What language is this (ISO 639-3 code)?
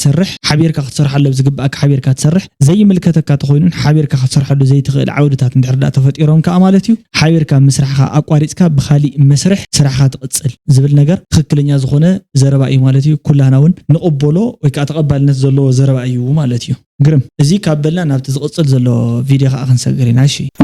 tir